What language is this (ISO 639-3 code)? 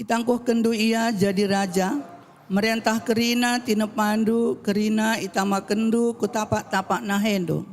btx